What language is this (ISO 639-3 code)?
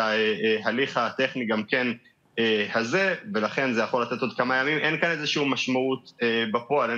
heb